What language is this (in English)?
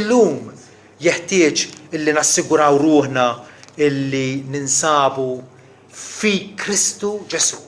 Maltese